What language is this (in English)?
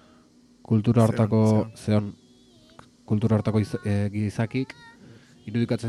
Basque